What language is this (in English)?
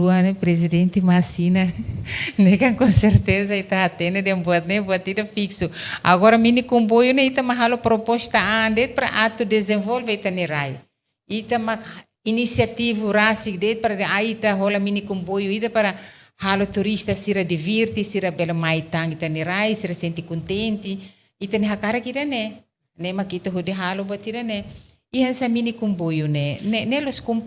Tetum